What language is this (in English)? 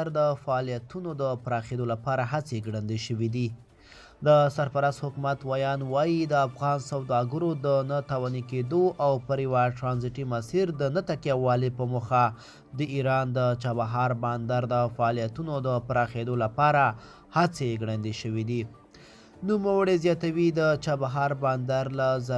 Pashto